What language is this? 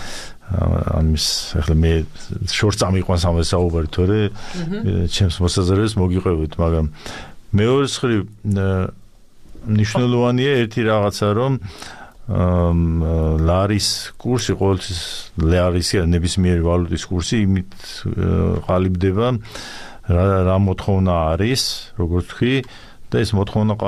Georgian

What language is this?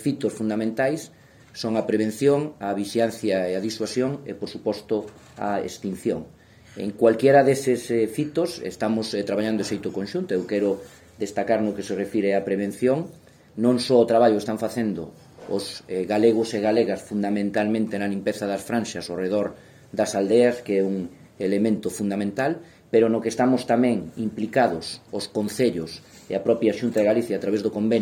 Galician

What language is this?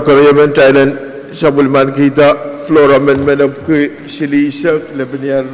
Pohnpeian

